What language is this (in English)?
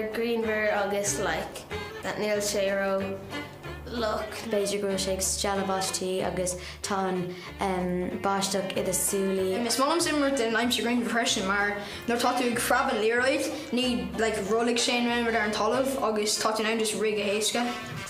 Irish